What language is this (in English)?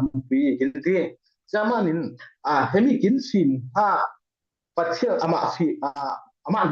Falam Chin